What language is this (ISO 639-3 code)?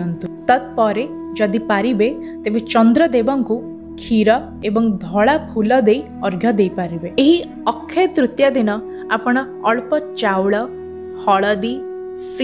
ori